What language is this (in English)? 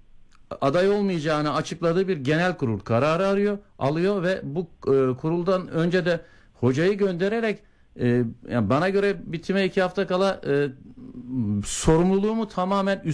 Turkish